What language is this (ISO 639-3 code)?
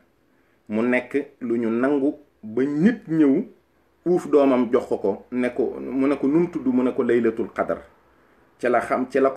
wol